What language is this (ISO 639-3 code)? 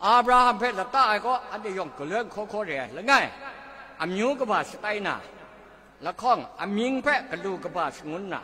kac